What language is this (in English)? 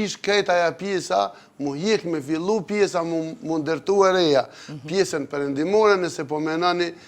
Albanian